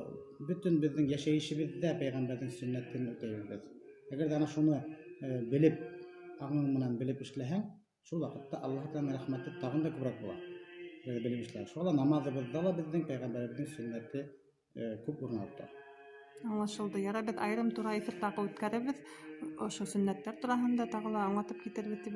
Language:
Bashkir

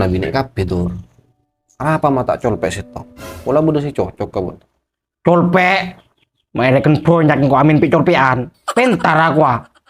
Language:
Madurese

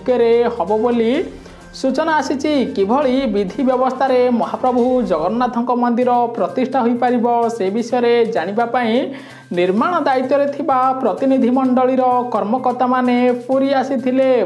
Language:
Odia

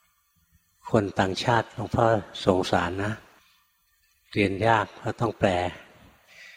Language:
Thai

